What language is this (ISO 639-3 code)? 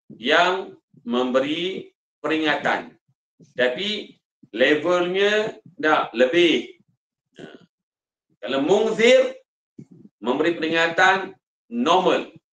msa